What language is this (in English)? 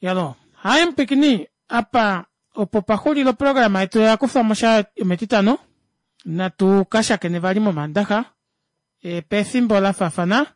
Kuanyama